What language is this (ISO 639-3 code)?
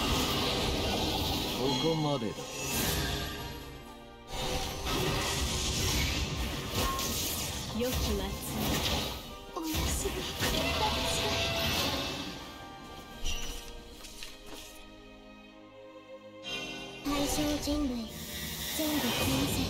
jpn